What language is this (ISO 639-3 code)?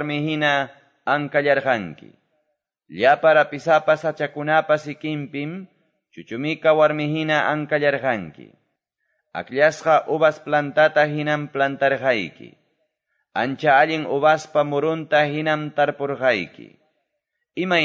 que